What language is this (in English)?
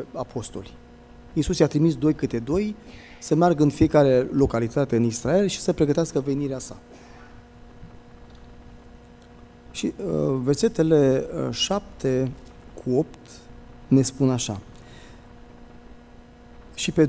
Romanian